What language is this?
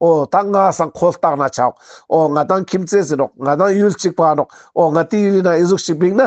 Ladakhi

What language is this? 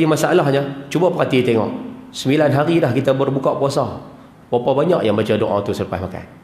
Malay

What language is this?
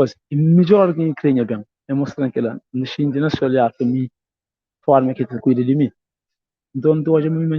Kabuverdianu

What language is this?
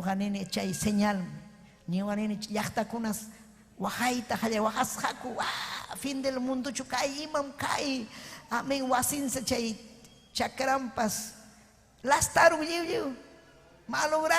Ayacucho Quechua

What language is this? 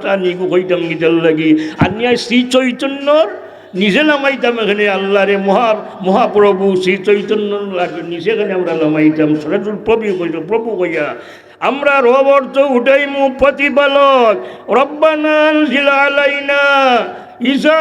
Sylheti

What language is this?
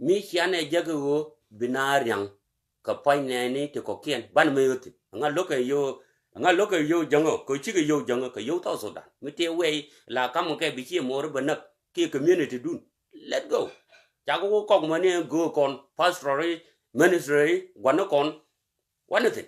Nuer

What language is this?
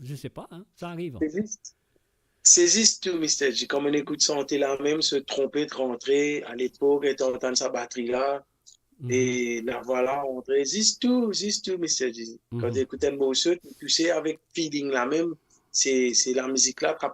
Morisyen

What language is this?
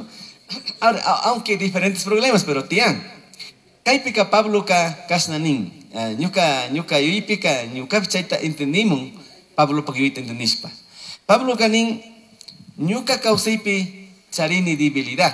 Chimborazo Highland Quichua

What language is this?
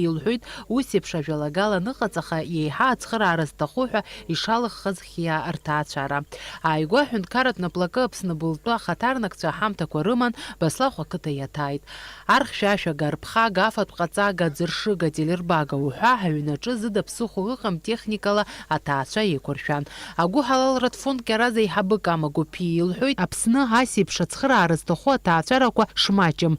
Abkhazian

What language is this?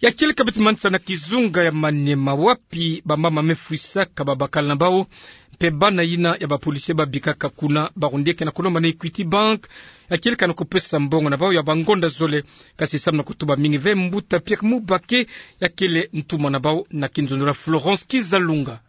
Kituba (Democratic Republic of Congo)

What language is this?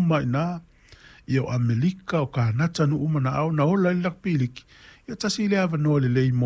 Samoan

